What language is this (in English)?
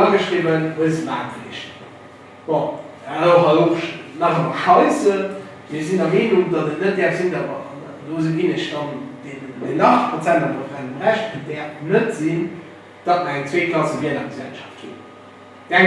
Luxembourgish